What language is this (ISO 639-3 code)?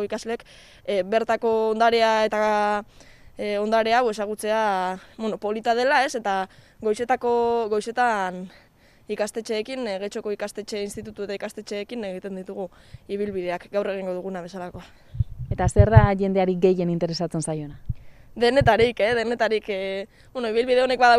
eus